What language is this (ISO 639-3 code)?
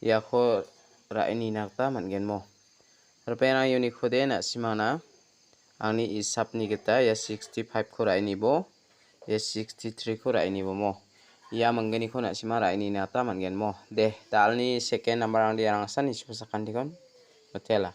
grt